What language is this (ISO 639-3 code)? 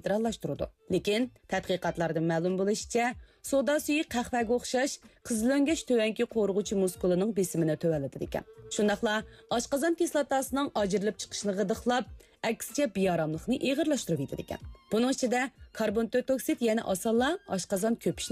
uig